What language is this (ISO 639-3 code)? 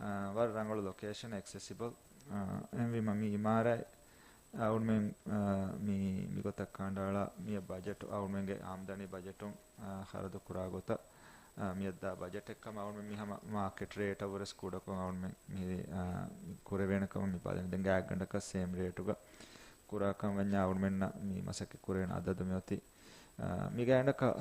div